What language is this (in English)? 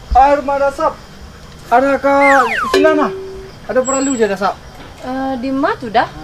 Minangkabau